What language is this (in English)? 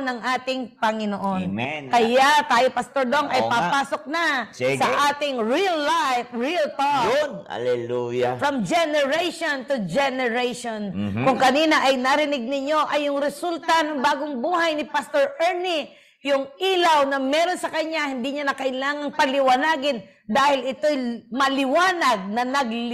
Filipino